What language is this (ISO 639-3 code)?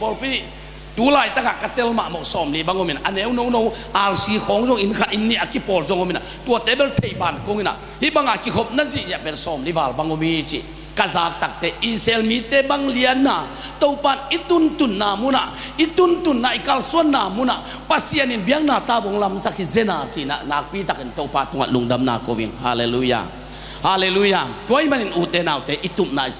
ctd